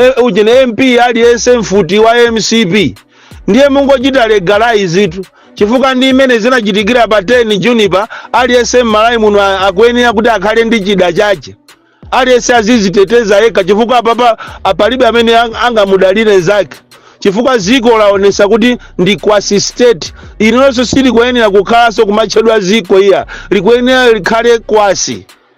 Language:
Nyanja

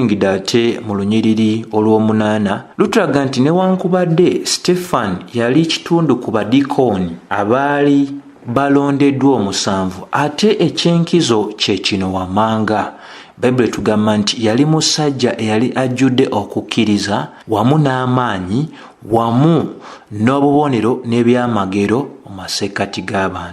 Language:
Ganda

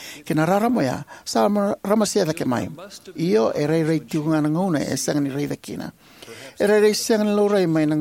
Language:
Fijian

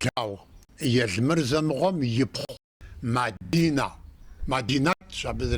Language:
Kabardian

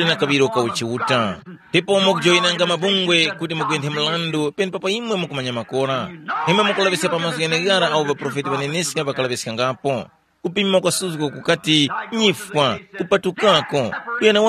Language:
Tumbuka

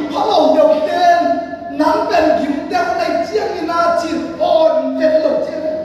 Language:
Tedim Chin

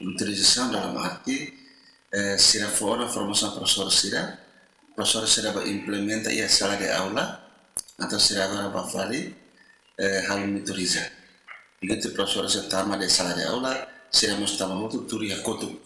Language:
Tetum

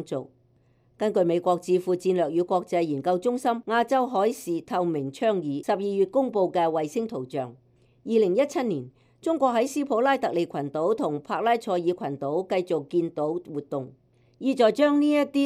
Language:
Cantonese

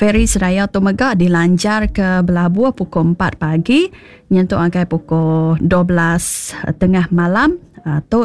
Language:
Iban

